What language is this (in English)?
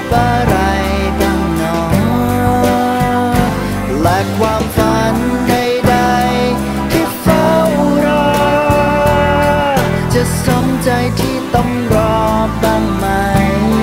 Thai